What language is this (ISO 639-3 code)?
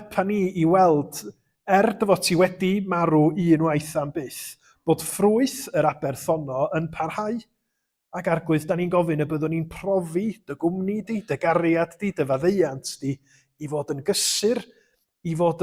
cym